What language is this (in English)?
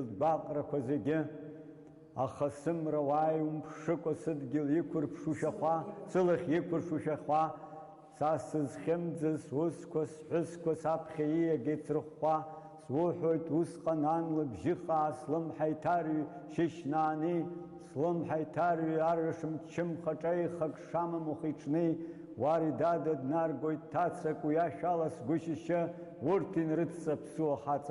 Abkhazian